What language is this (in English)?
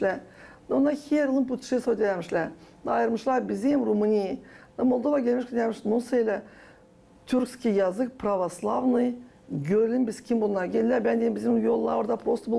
Gagauz